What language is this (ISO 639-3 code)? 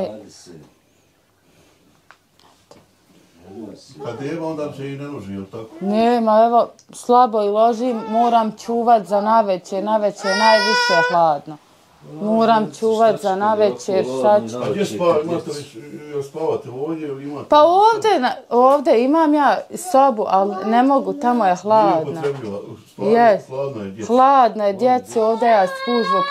bos